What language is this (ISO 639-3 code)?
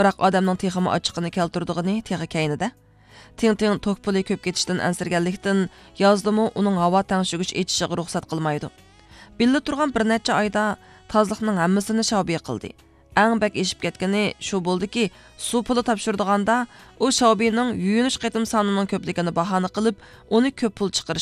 uig